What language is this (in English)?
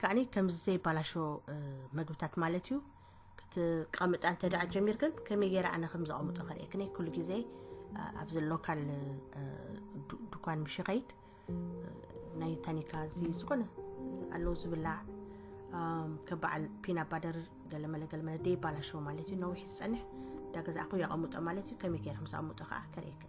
Tigrinya